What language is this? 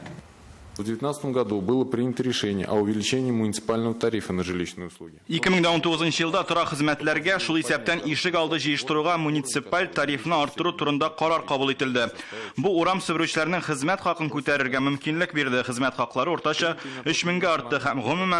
Tatar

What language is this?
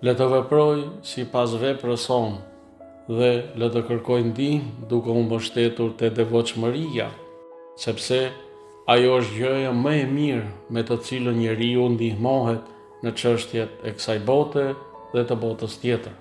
Albanian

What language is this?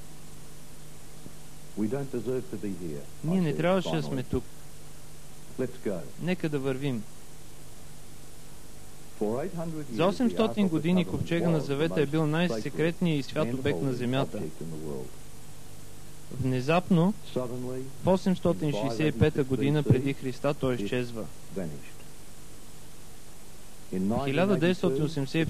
Bulgarian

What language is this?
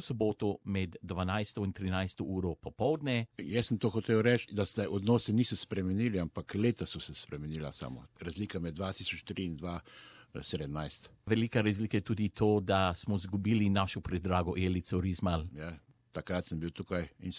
Slovenian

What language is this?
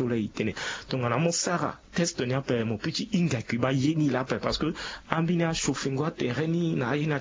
Sango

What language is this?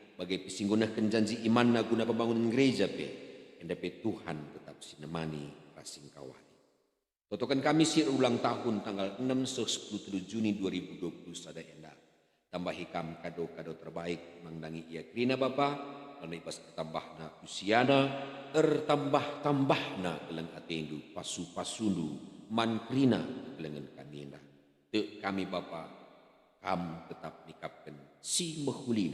Batak Karo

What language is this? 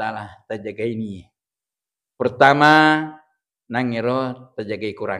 Buginese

